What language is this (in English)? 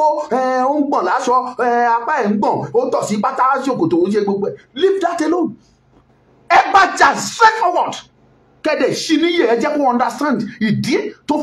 Yoruba